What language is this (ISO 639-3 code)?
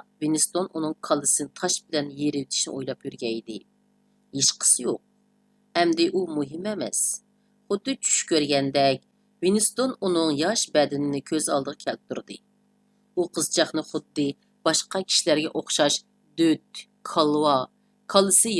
uig